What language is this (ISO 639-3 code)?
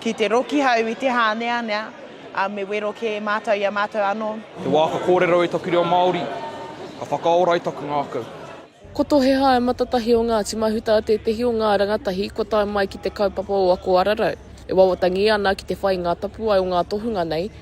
mri